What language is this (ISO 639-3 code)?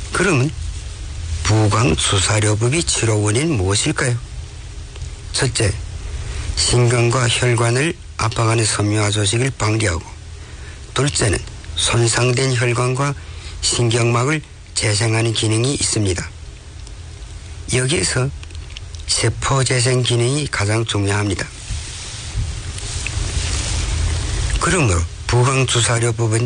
kor